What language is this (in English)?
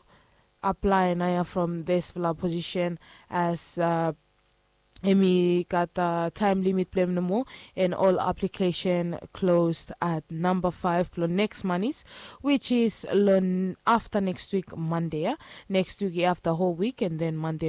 Bislama